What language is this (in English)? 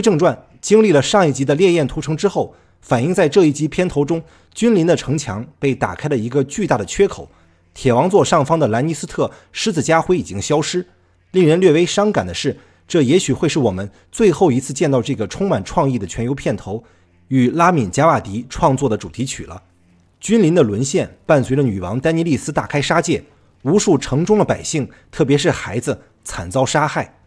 Chinese